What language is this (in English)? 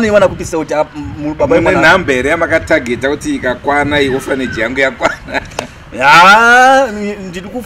Shona